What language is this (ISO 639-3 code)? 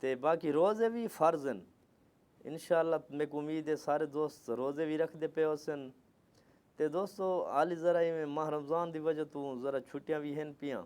skr